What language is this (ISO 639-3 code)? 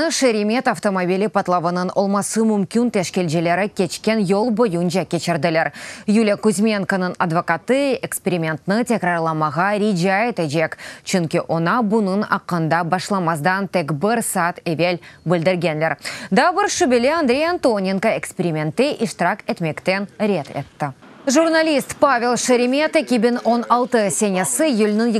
crh